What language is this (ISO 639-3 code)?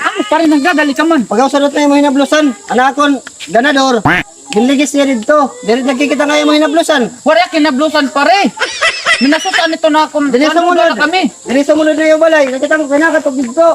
war